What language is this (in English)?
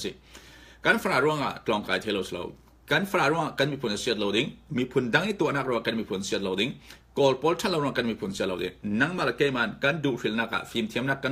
Falam Chin